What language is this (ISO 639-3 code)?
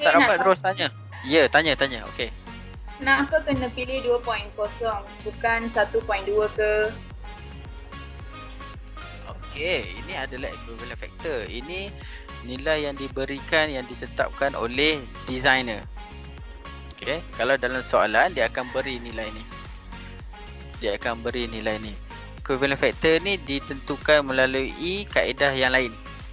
msa